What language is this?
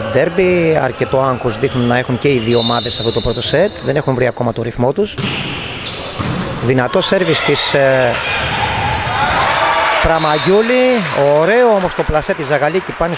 Greek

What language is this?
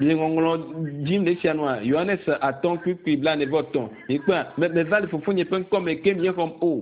Ewe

